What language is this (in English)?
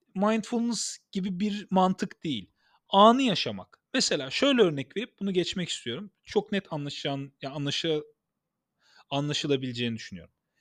Turkish